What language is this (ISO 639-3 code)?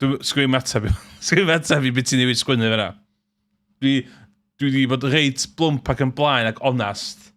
cym